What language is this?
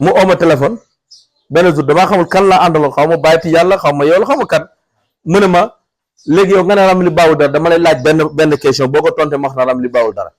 Wolof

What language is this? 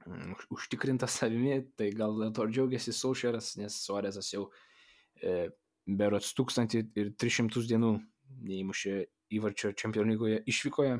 Lithuanian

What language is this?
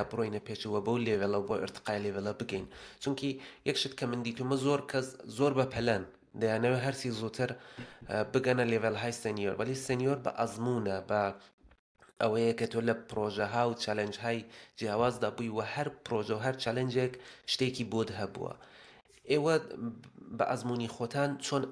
Central Kurdish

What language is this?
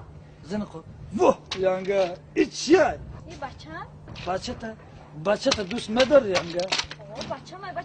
Tajik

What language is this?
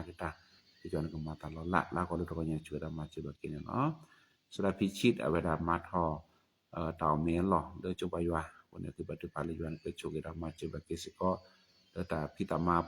S'gaw Karen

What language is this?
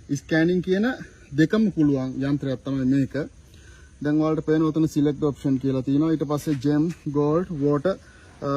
Sinhala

